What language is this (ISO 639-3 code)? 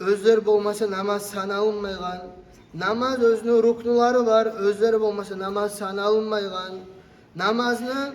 kum